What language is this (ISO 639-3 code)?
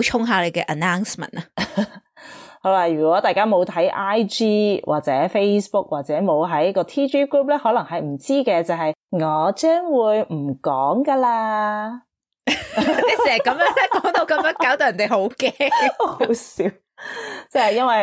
yue